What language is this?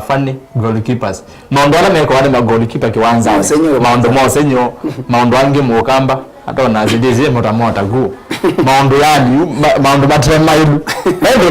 Kamba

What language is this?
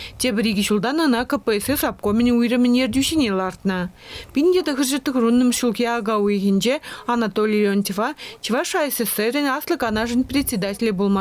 Chuvash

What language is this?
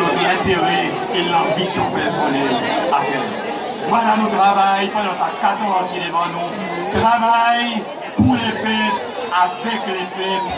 Seselwa Creole French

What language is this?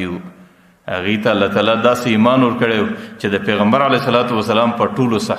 Pashto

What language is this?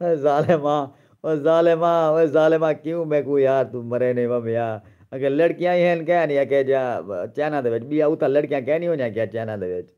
Saraiki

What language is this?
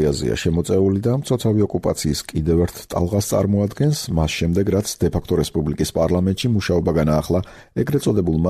Georgian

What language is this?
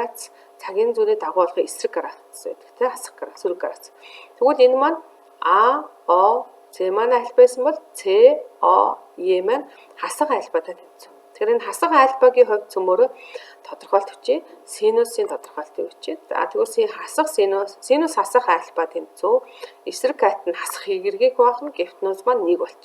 Mongolian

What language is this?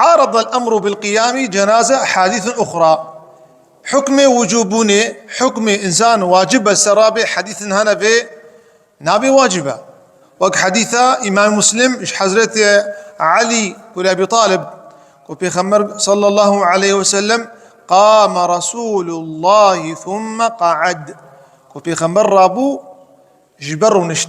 Kurdish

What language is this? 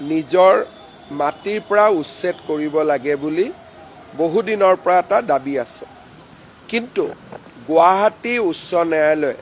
Assamese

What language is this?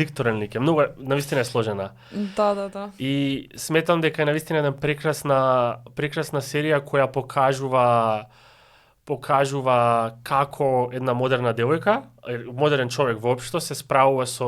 Macedonian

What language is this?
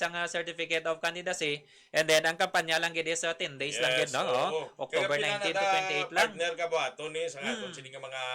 Hiligaynon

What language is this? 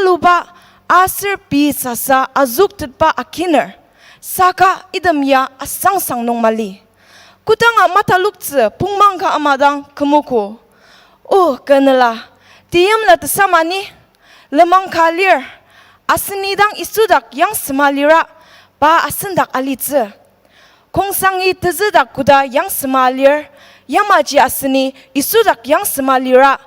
Ao Naga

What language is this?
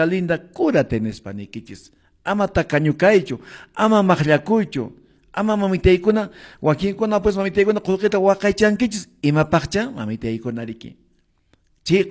Quechua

